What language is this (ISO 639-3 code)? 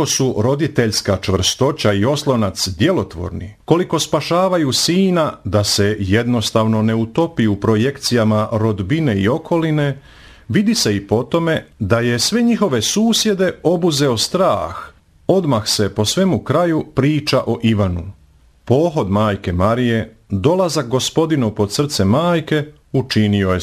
hrv